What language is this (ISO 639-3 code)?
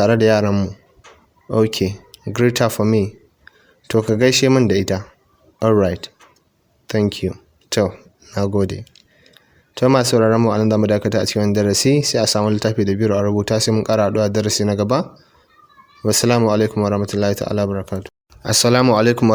hau